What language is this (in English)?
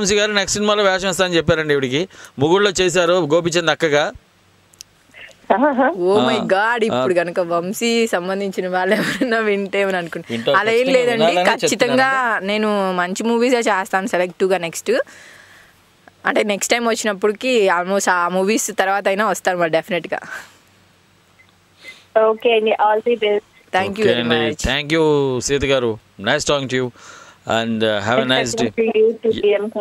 Telugu